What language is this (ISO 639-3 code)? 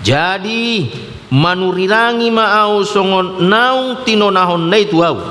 bbc